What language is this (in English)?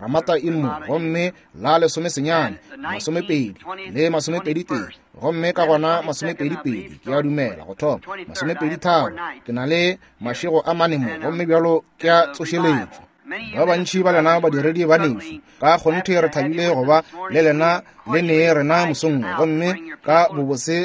Northern Sotho